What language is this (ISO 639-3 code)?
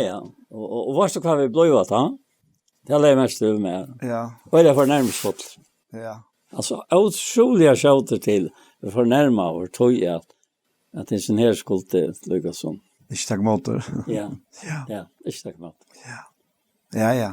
fao